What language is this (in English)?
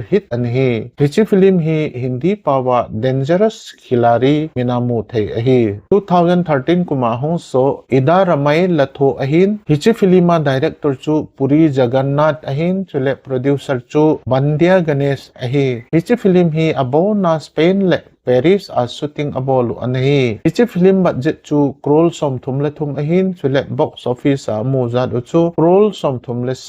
Thado Chin